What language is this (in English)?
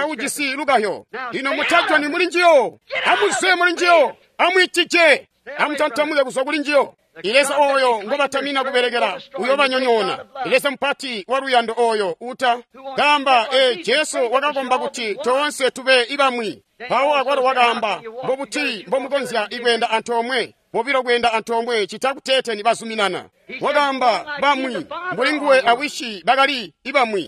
Tonga (Zambia)